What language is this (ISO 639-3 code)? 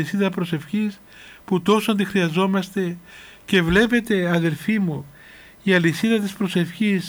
ell